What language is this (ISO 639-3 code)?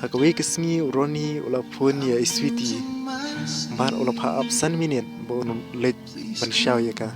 kha